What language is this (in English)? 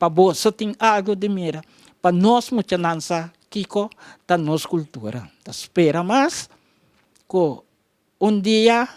Papiamento